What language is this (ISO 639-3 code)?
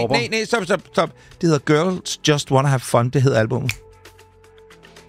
dan